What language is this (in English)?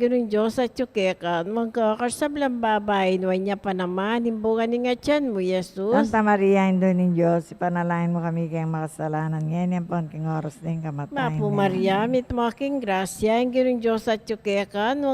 Pampanga